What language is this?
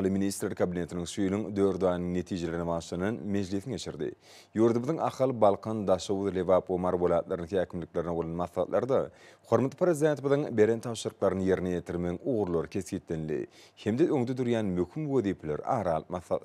Turkmen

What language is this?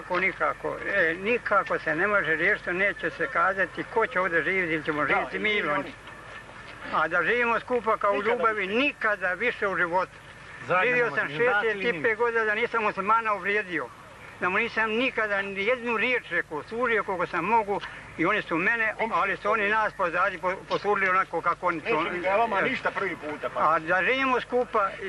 Croatian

